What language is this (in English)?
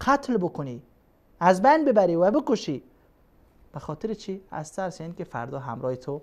Persian